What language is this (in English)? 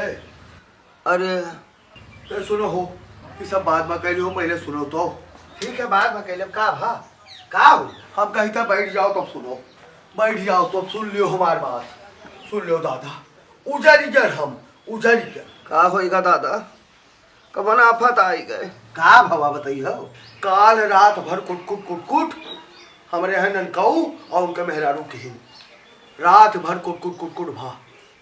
Awadhi